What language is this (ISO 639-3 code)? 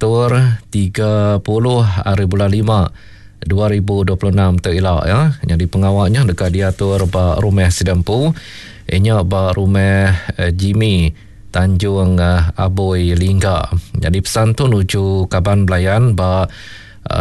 iba